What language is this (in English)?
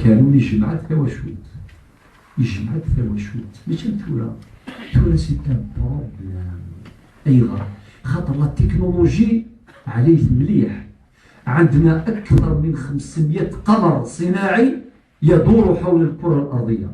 Kabyle